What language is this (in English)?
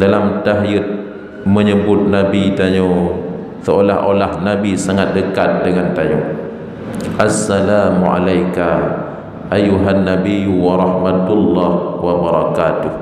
Achinese